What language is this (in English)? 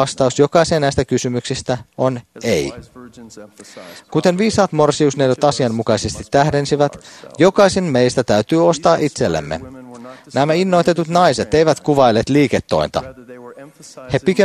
Finnish